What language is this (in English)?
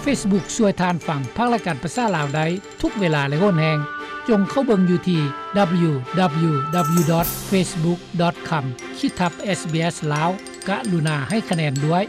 Lao